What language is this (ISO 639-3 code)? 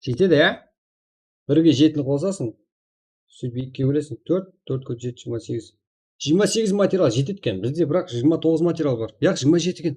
kaa